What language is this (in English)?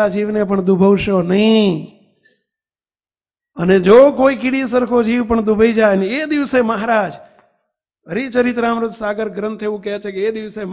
Gujarati